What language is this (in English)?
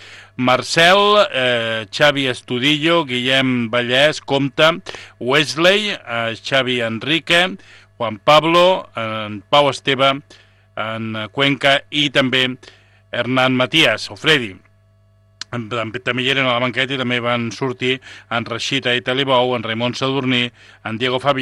Catalan